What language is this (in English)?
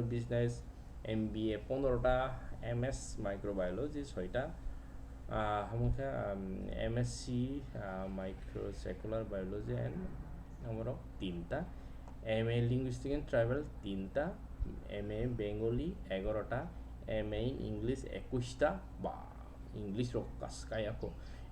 Kok Borok